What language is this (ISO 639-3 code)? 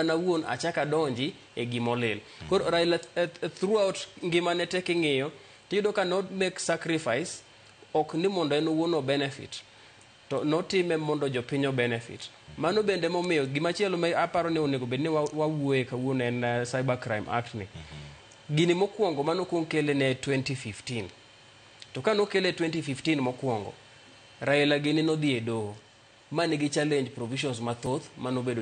luo